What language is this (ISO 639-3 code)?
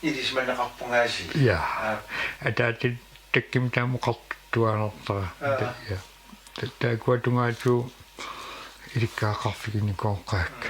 kal